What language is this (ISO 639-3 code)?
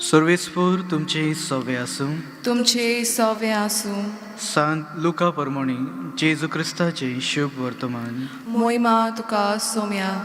kok